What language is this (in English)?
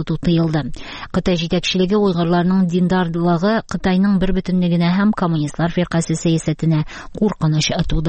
Tatar